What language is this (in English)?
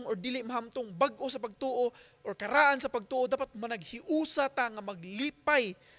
Cebuano